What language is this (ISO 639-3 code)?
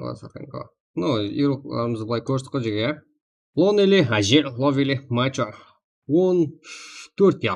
kaa